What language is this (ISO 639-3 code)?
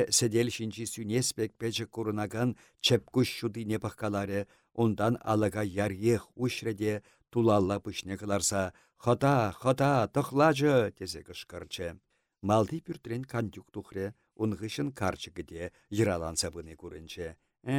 chv